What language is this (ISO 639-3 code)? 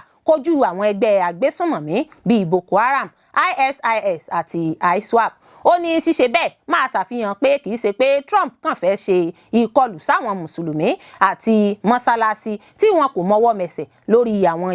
yor